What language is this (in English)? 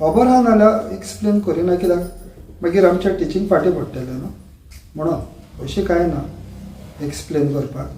Konkani